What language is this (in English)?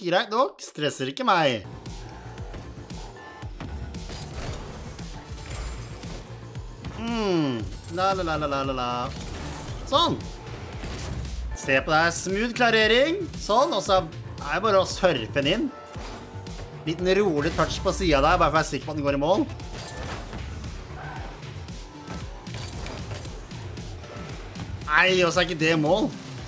Norwegian